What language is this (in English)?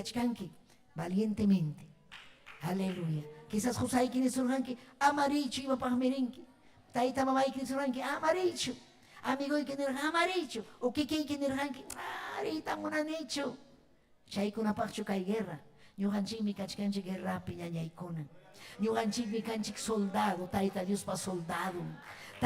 Ayacucho Quechua